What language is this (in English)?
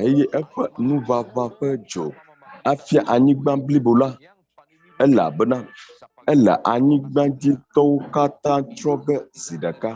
Ewe